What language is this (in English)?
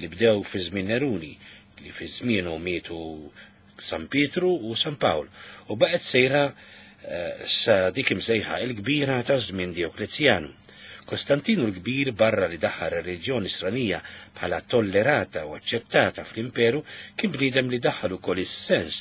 Maltese